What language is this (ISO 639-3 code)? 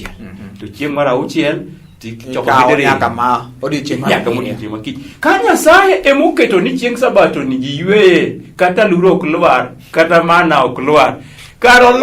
luo